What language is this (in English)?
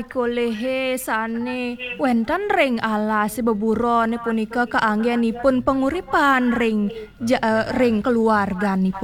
Balinese